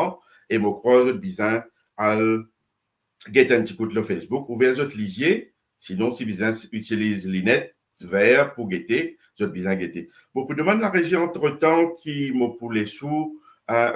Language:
Morisyen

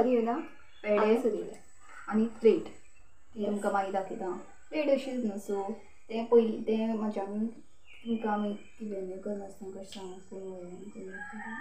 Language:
Konkani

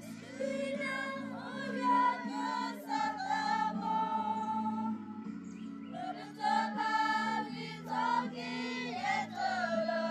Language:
S'gaw Karen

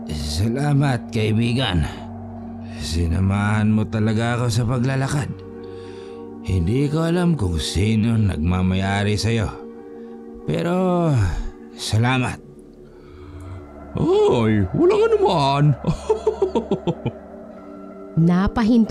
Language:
Filipino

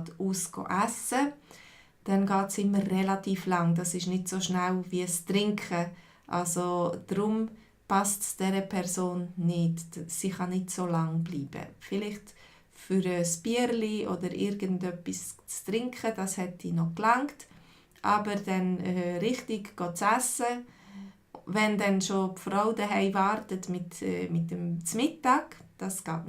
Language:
Swiss German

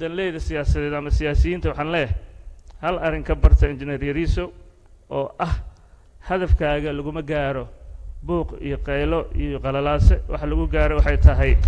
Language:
Somali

